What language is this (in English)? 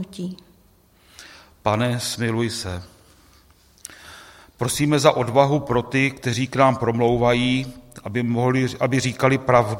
Czech